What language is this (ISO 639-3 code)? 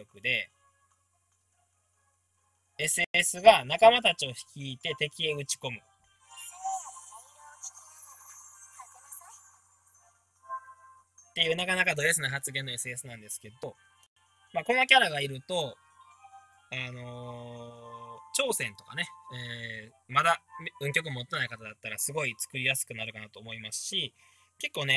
jpn